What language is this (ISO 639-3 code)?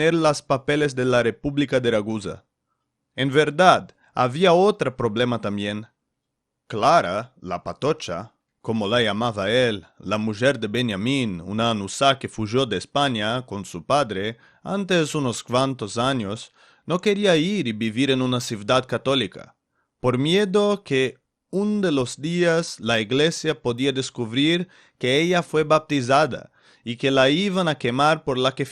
lad